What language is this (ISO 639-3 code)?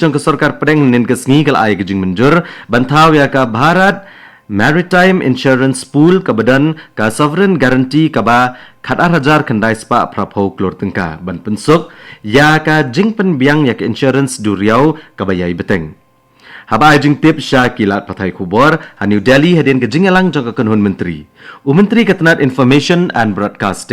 kha